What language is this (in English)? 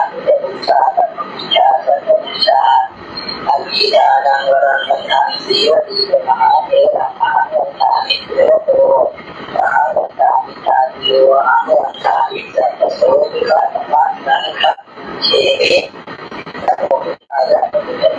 Pali